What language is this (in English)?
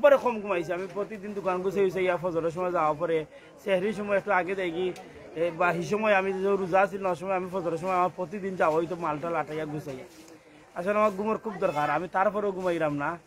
Sylheti